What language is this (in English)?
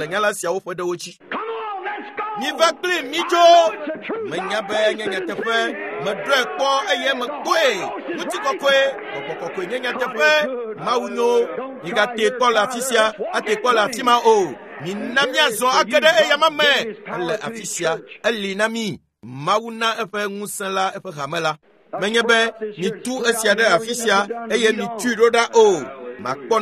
Ewe